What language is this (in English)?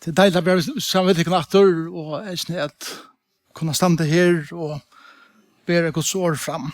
Faroese